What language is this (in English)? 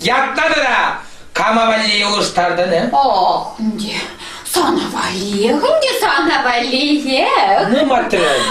Chuvash